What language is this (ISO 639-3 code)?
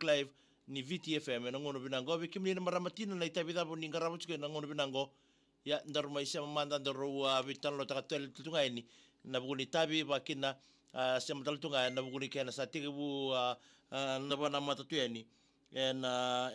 fij